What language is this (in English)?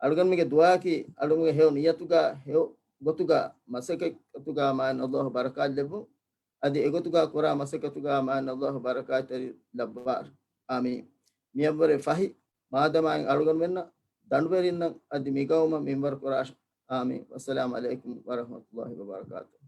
Divehi